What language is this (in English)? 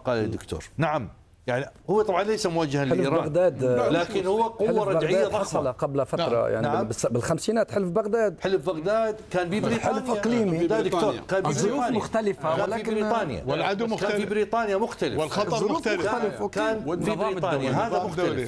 Arabic